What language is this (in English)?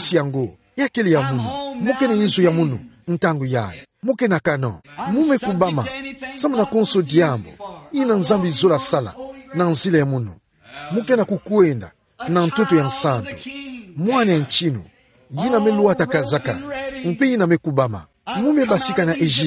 Kituba (Democratic Republic of Congo)